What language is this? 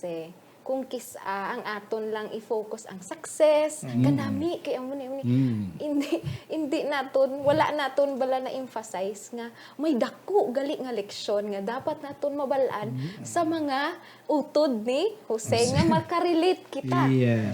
Hiligaynon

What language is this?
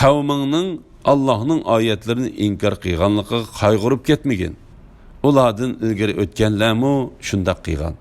Uyghur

